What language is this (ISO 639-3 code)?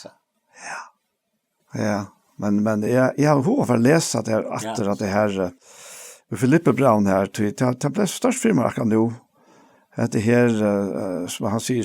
fao